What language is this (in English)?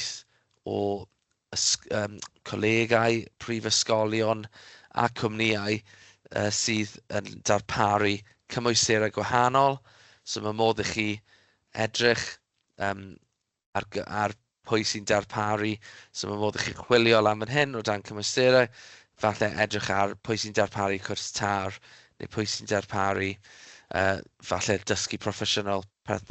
Welsh